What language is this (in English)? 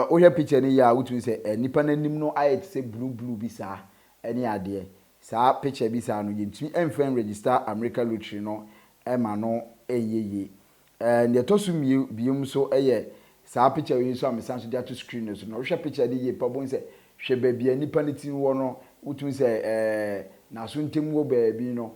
Akan